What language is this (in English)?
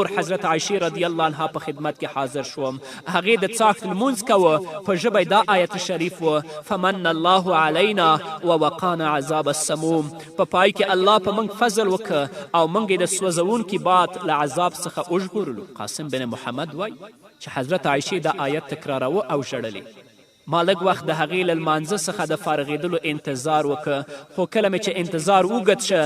Pashto